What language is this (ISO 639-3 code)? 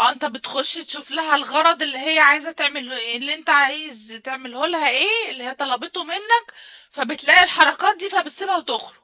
arz